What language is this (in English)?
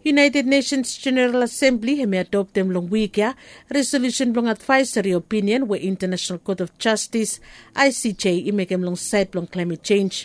Bislama